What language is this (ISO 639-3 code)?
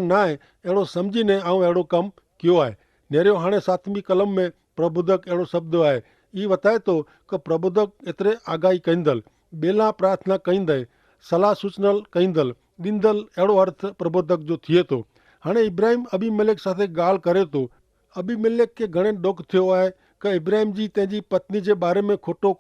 kfr